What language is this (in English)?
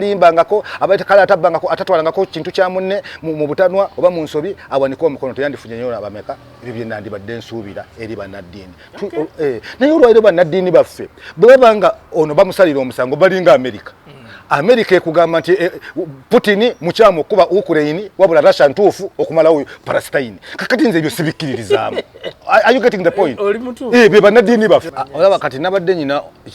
Ganda